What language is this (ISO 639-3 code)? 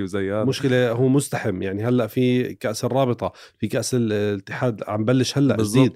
apc